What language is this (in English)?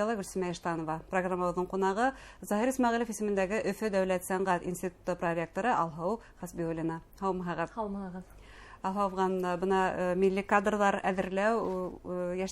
Bashkir